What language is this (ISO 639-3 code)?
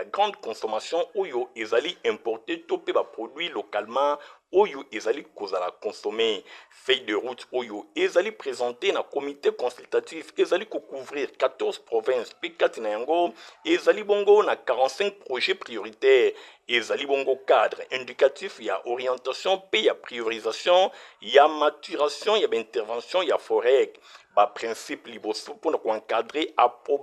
lin